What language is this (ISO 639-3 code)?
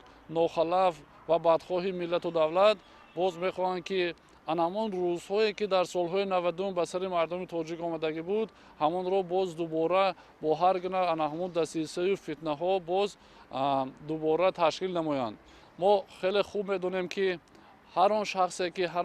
tgk